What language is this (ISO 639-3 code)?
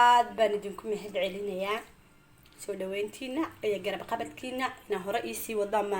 som